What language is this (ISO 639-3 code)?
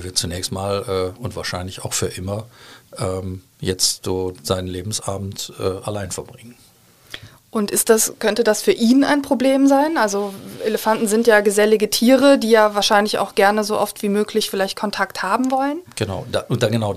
deu